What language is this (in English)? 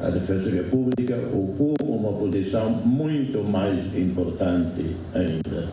Tetum